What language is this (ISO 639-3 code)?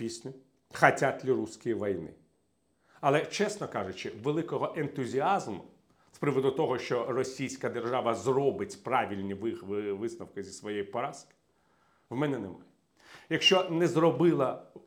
ukr